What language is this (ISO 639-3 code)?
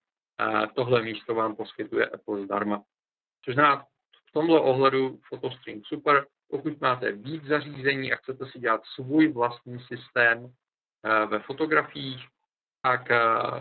ces